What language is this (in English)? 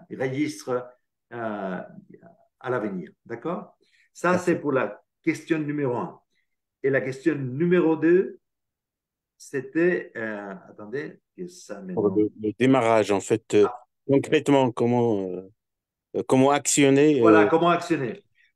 French